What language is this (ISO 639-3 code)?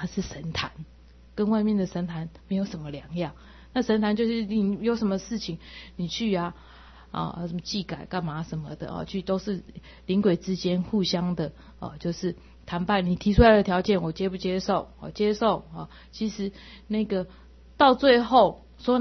zho